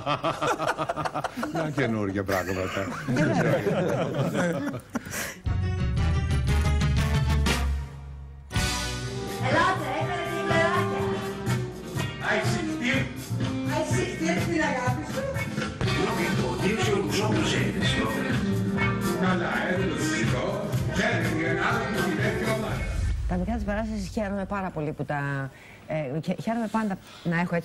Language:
Greek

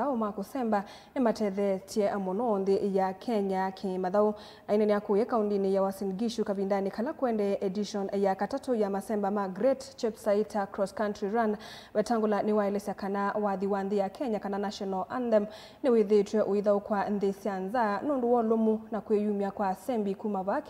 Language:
Kamba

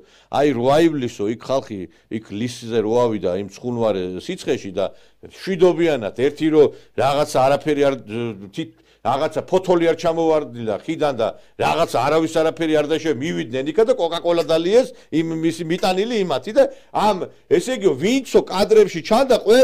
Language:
Georgian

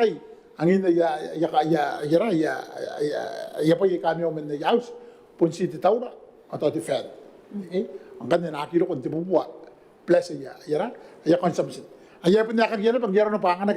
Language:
Gilbertese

